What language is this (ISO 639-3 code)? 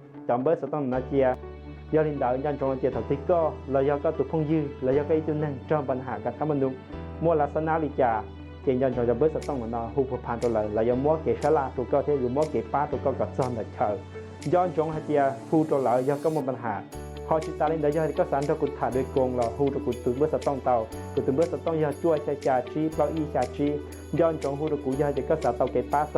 hmn